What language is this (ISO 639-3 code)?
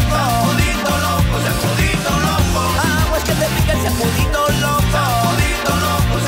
spa